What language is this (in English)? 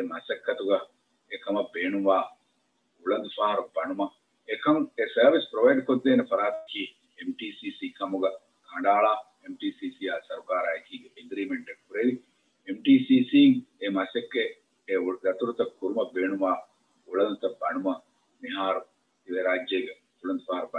Divehi